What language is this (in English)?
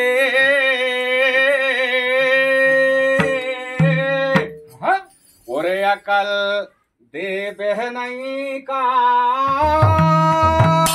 Bhojpuri